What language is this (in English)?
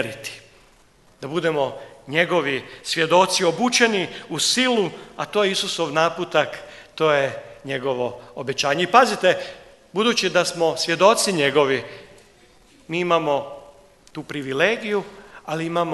Croatian